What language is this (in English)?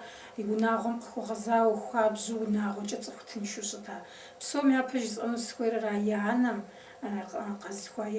Kabardian